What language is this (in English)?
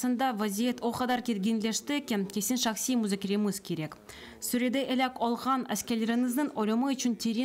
Crimean Tatar